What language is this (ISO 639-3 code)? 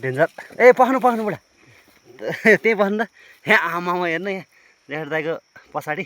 nep